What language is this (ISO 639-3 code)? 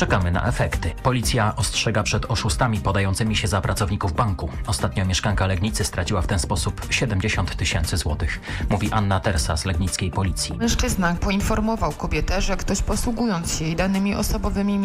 pol